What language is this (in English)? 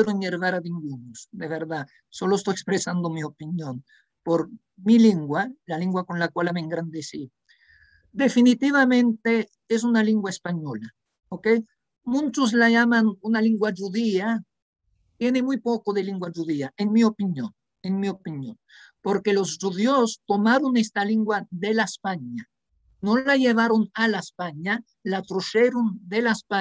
Ladino